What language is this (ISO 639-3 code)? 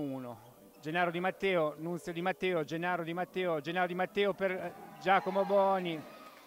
ita